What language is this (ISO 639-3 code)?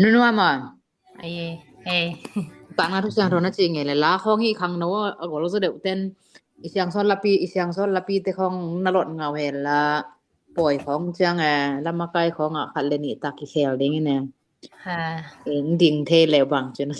ctd